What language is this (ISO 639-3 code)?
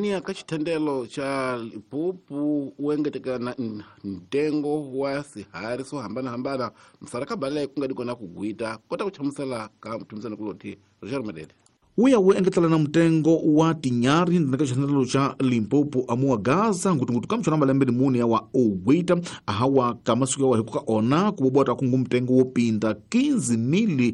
tso